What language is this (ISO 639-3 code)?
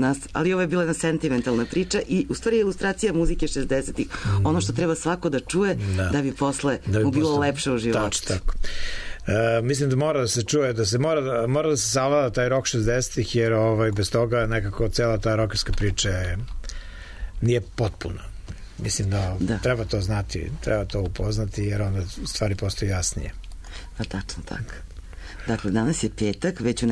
srp